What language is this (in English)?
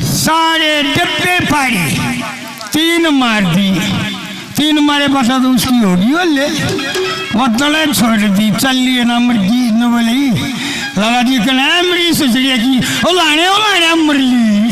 Haryanvi